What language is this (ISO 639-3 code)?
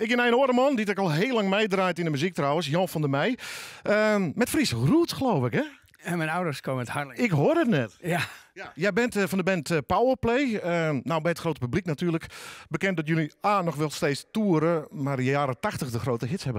fry